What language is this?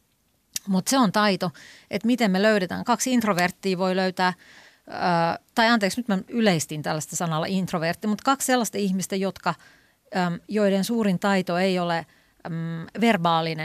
Finnish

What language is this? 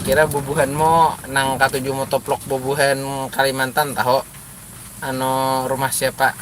Banjar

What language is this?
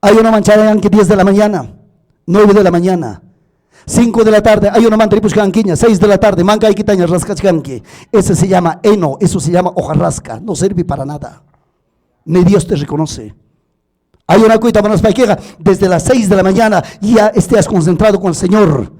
Ayacucho Quechua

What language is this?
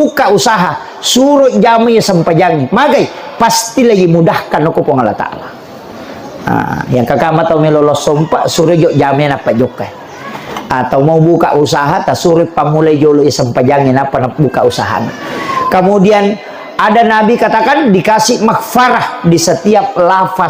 Buginese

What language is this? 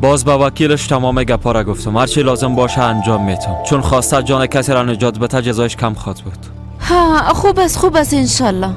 Persian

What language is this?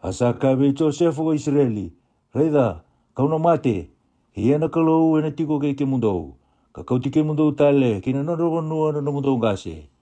Fijian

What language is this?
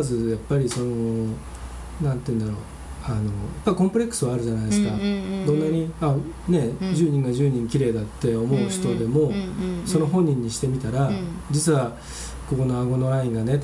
Japanese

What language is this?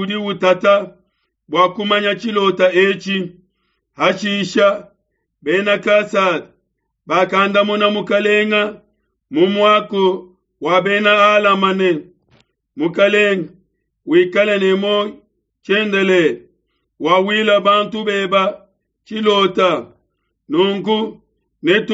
Luba-Lulua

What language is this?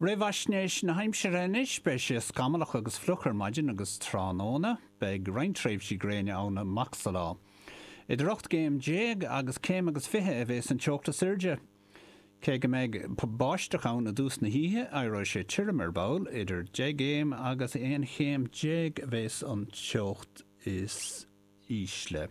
Irish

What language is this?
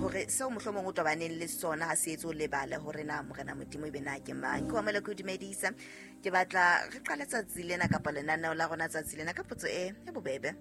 Southern Sotho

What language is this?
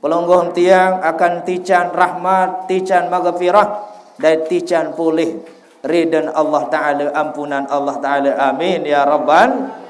Sasak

